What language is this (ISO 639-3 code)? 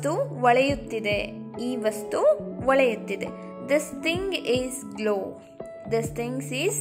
kan